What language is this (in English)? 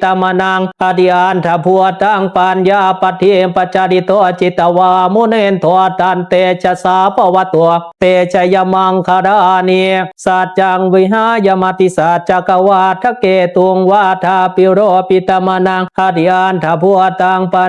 Pali